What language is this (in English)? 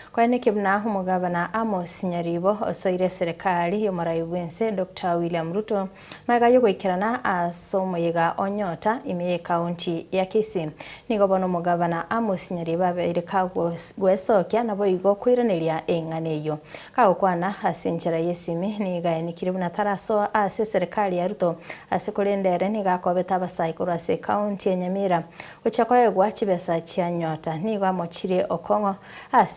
Gusii